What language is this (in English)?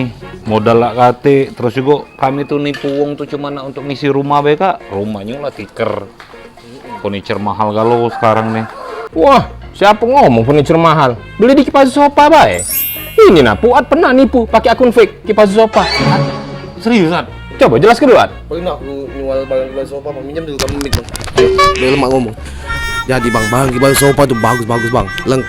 Musi